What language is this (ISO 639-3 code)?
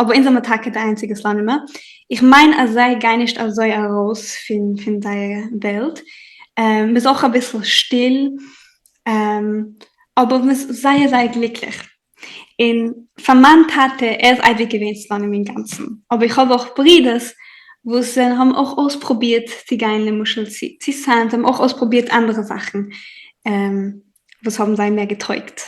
yid